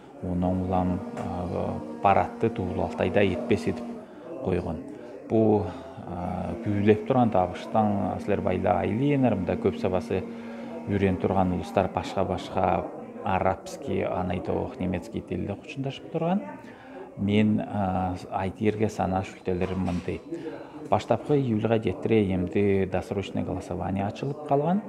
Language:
Southern Altai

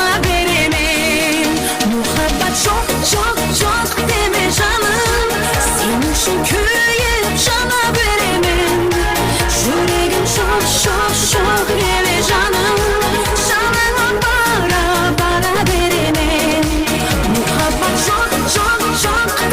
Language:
Kara-Kalpak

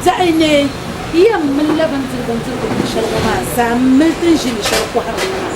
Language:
Dagbani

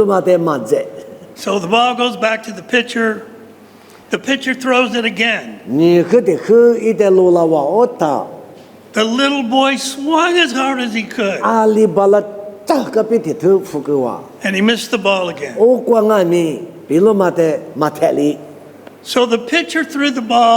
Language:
Lisu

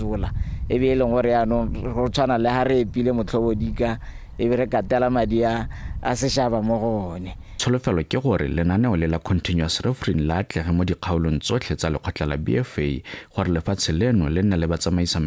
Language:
Tswana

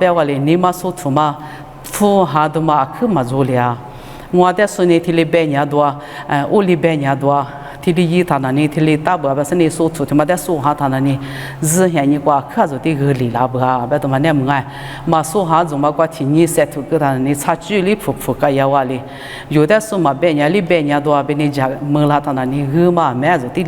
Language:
Lisu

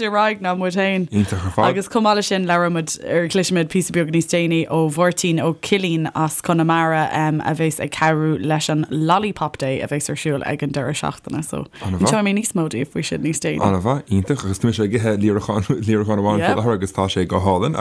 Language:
Irish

